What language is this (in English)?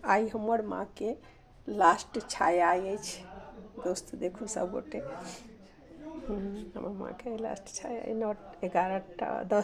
Maithili